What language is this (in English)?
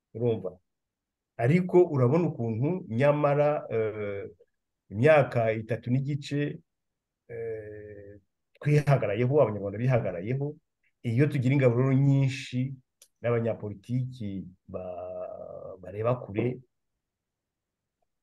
Kinyarwanda